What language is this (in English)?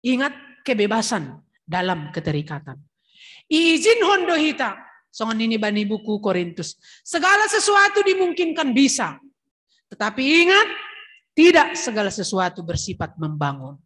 Batak Simalungun